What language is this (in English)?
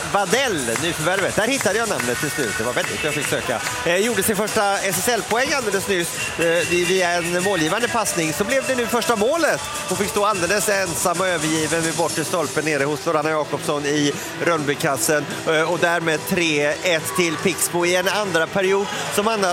Swedish